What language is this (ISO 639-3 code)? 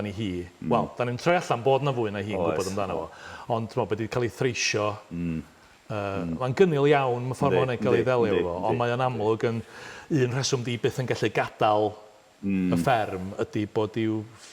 cym